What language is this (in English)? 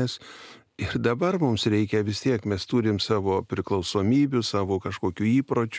Lithuanian